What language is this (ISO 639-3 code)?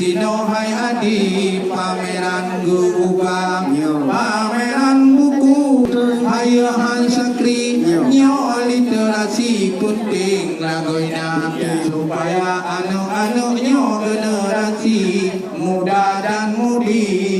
ace